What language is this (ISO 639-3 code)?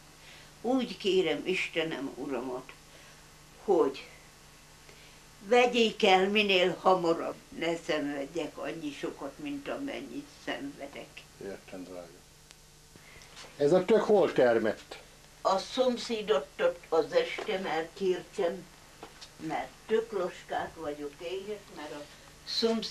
hun